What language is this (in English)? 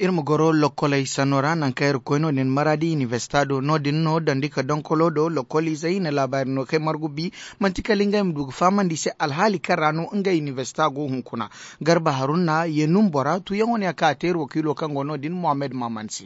Zarma